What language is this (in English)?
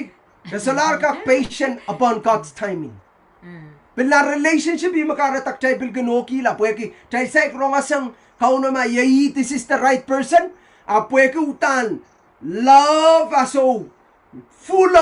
Pohnpeian